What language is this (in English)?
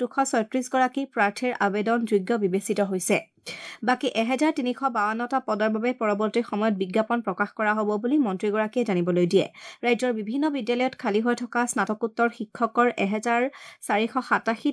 Assamese